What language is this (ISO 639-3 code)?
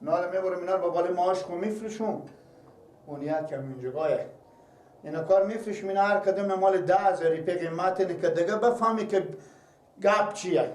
fas